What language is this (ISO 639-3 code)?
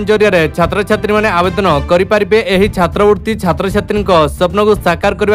ori